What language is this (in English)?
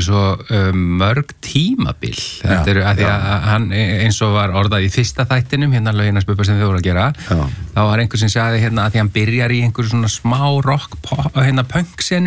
Icelandic